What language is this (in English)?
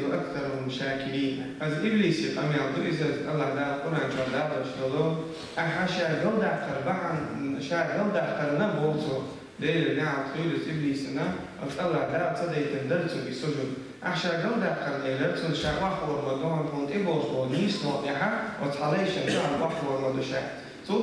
Chechen